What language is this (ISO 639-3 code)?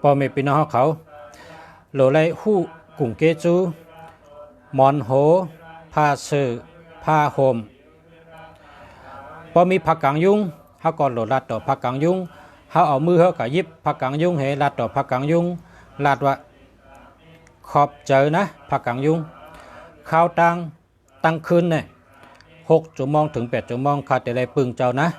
shn